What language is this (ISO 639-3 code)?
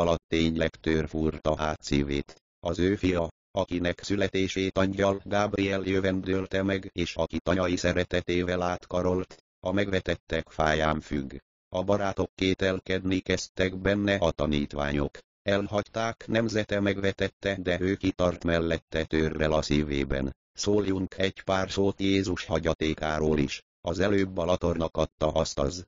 hun